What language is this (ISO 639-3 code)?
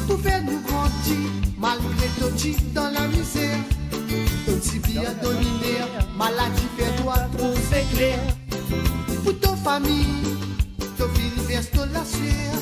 mfe